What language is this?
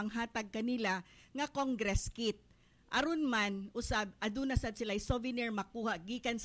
Cebuano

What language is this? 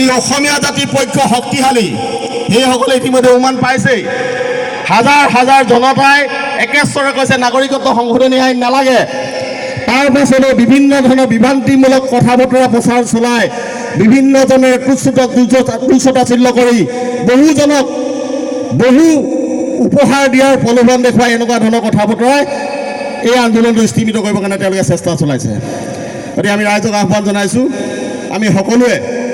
Assamese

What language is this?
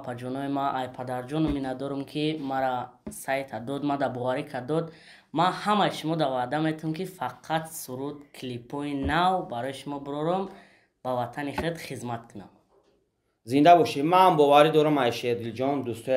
Tajik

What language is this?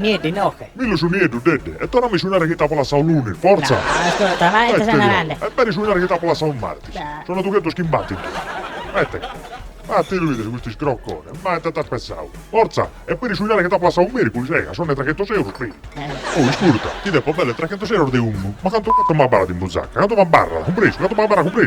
Sardinian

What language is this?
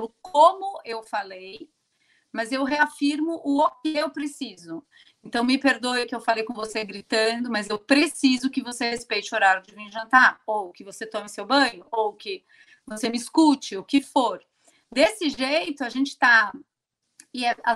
Portuguese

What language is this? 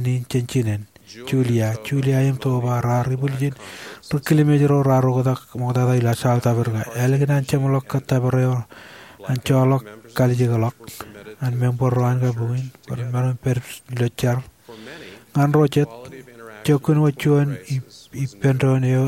Marshallese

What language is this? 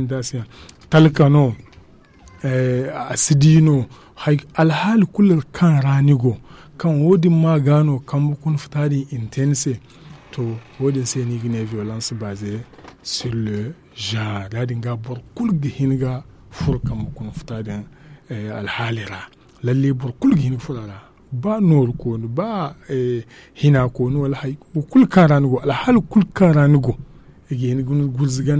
Zarma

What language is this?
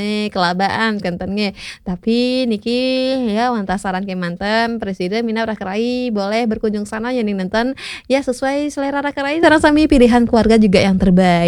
Balinese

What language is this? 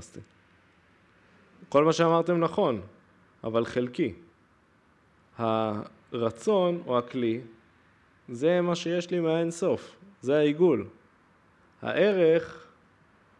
Hebrew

